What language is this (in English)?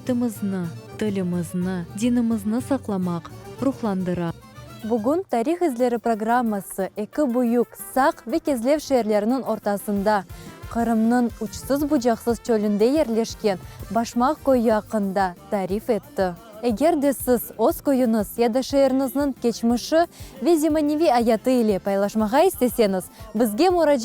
Crimean Tatar